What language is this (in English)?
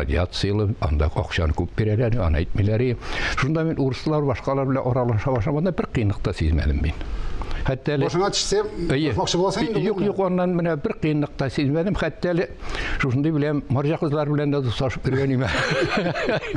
Tatar